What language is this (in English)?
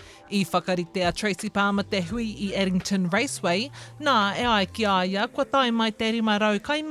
Māori